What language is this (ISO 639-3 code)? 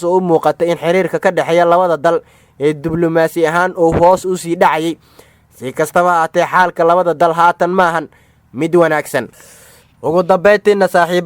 som